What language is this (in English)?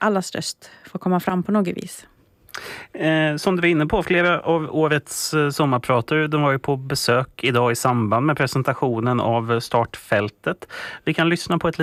Swedish